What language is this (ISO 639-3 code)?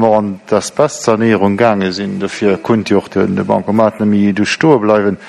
ltz